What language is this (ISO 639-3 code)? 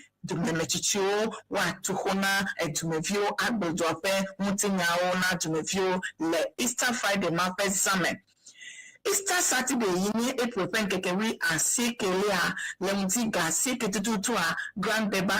ewe